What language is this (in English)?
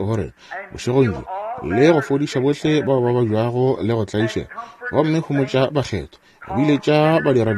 Northern Sotho